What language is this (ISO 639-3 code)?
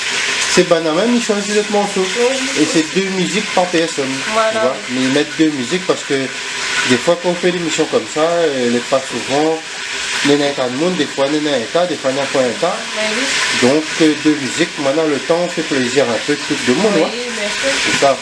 rcf